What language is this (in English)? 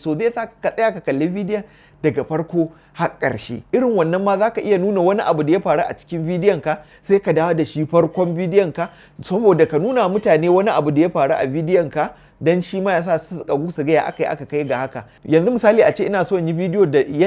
Hausa